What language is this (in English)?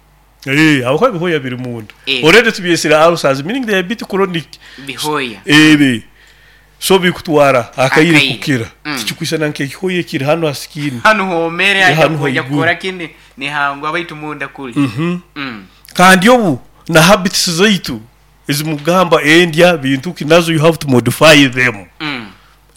Nyoro